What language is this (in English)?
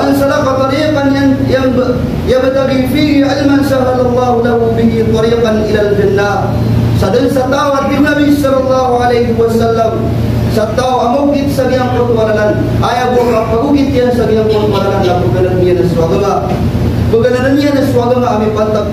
Maranao